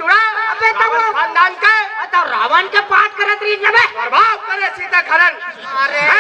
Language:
Chhattisgarhi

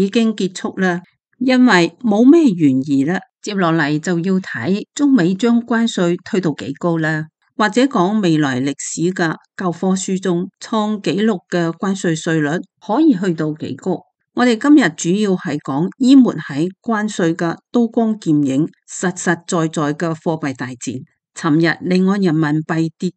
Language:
Cantonese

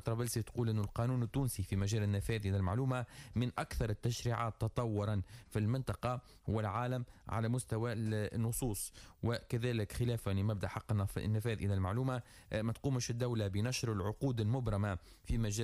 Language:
Tunisian Arabic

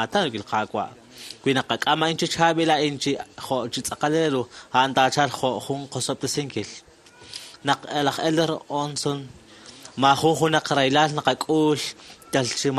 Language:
Kekchí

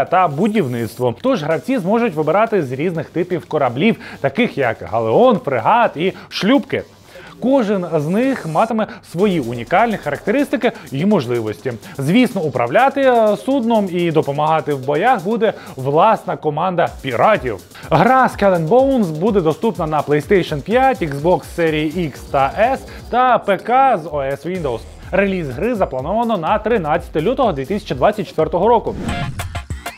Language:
Ukrainian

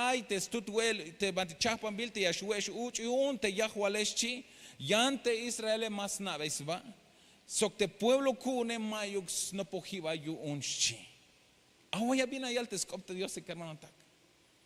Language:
Tzeltal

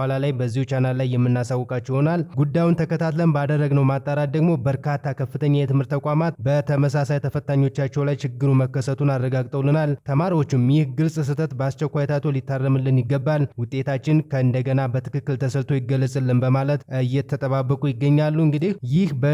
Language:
Amharic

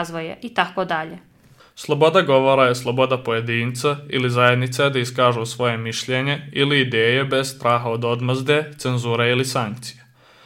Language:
Serbian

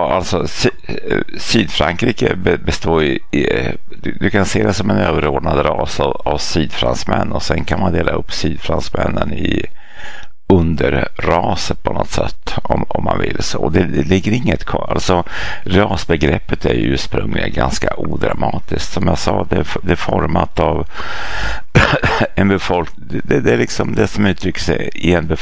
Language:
Swedish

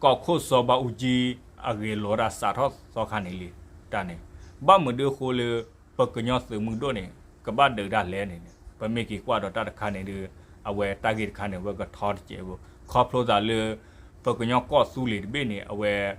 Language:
S'gaw Karen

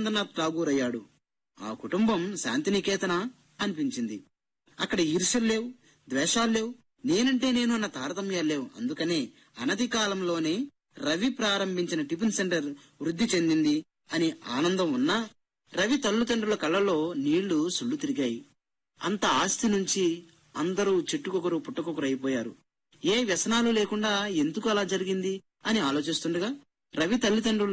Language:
Telugu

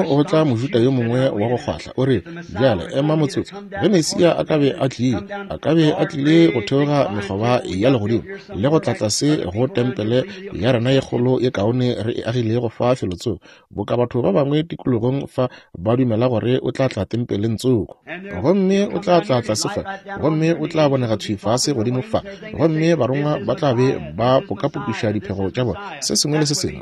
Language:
Northern Sotho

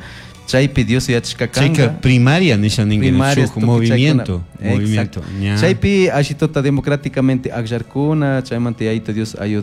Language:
Chimborazo Highland Quichua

